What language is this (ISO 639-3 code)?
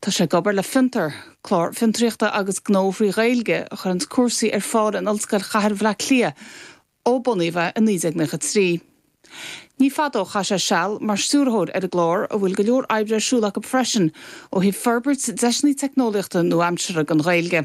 gle